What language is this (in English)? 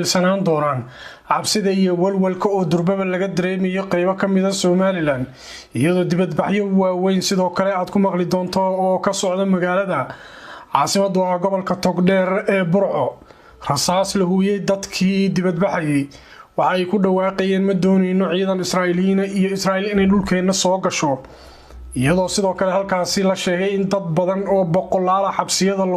Somali